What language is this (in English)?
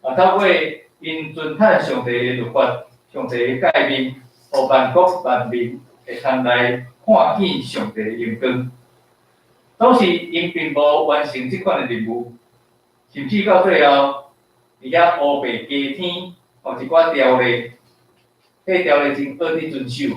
Min Nan Chinese